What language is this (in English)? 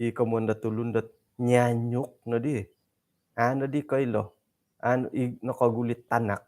Central Dusun